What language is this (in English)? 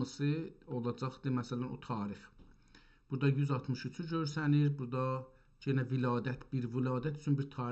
South Azerbaijani